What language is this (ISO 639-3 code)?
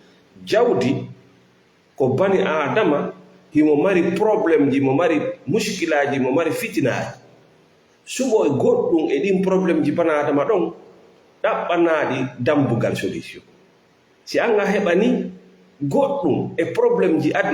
ful